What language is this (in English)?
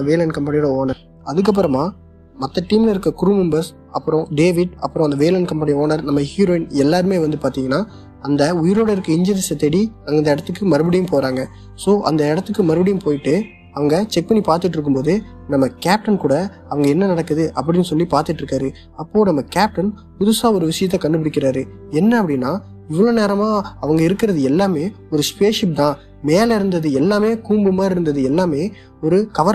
Tamil